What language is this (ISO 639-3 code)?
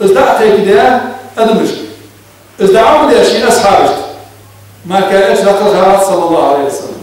inh